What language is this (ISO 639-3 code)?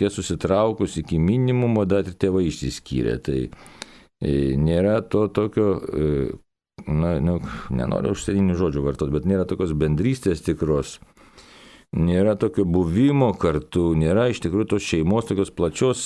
lit